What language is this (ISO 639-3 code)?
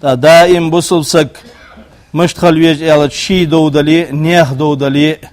inh